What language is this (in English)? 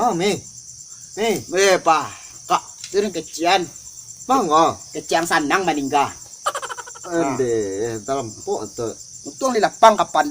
Minangkabau